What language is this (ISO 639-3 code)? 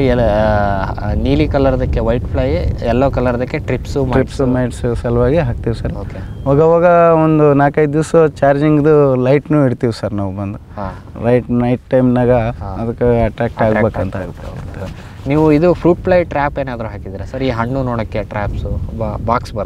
kan